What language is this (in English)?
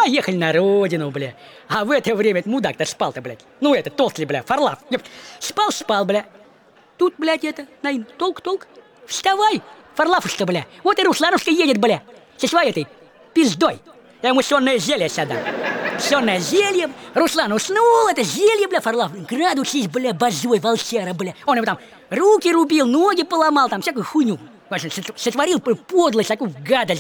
Russian